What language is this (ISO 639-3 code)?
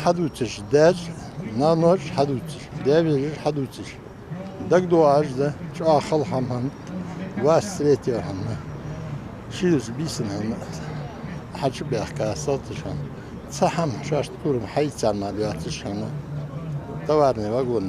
inh